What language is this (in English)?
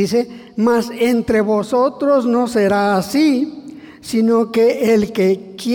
Spanish